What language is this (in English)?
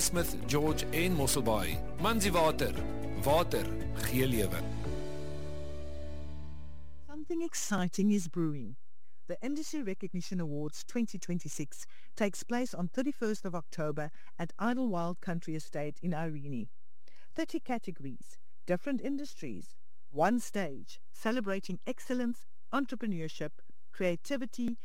Afrikaans